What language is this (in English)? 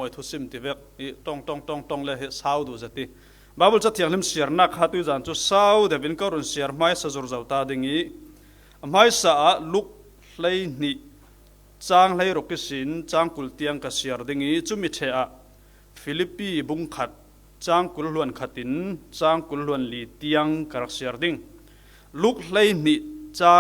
Falam Chin